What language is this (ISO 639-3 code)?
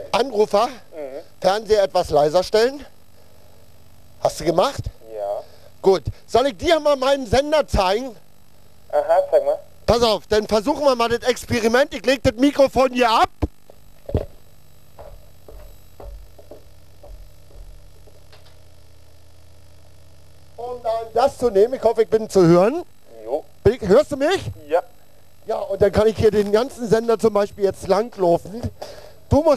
deu